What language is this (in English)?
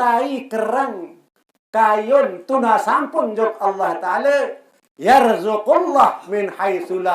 Sasak